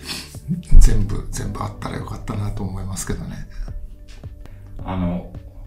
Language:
Japanese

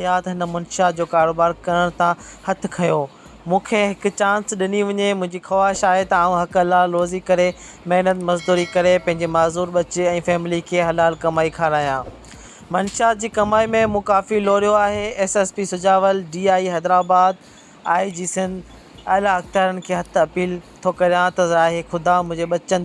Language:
Sindhi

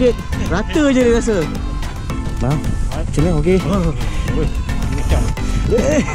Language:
Malay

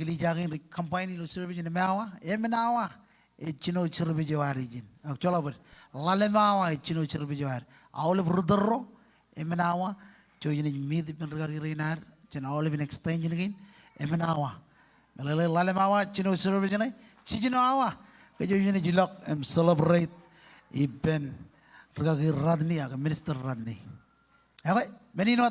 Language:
Marshallese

